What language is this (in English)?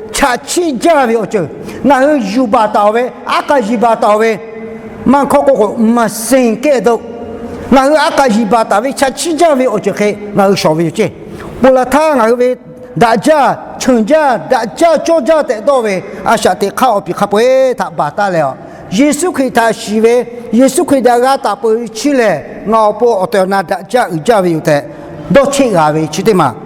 Lahu